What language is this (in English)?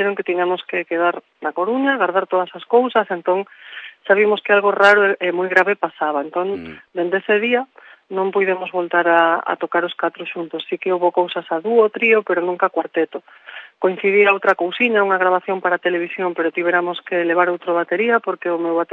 Galician